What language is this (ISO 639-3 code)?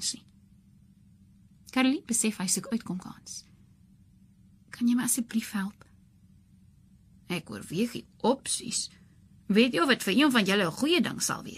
afr